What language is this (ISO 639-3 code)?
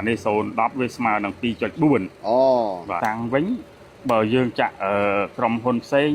khm